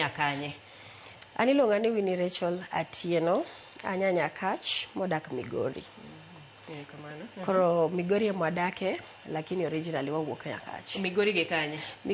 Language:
Luo (Kenya and Tanzania)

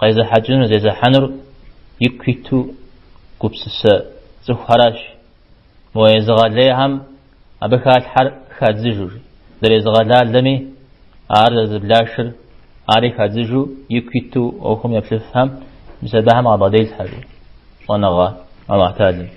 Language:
Kabardian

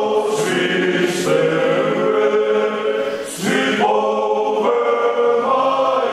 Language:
Tongan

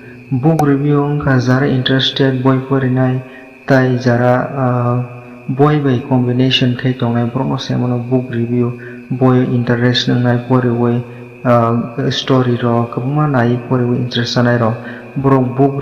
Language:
Kok Borok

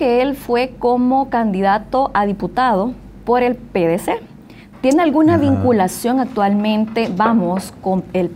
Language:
Spanish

